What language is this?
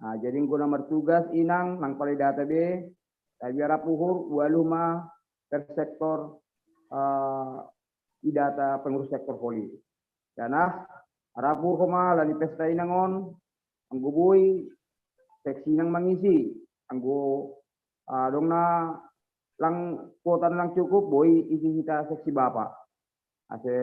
Batak Simalungun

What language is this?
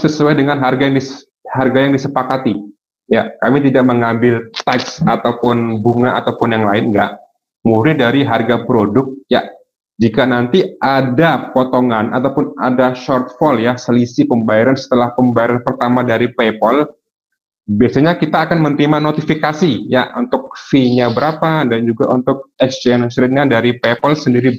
Indonesian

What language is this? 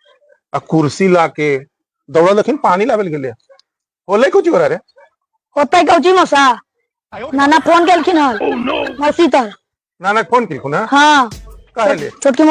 Magahi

